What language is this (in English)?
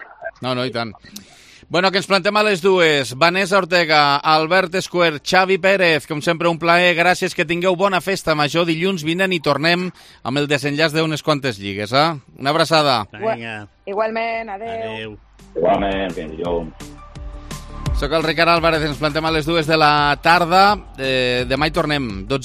Catalan